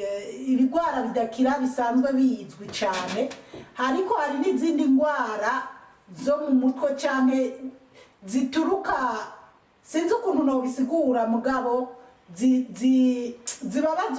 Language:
Rundi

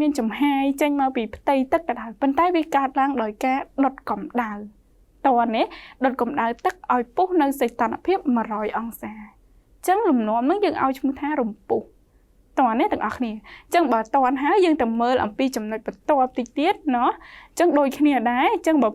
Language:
Khmer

